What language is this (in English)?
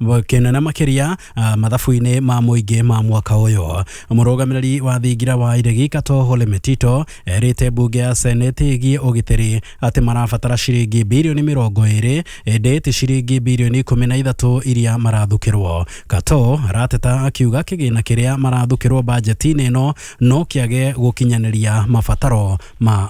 Kikuyu